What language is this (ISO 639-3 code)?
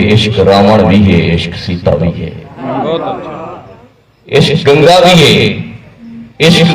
skr